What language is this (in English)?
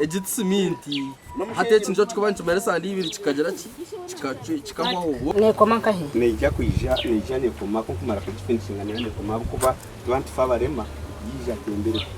Nyankole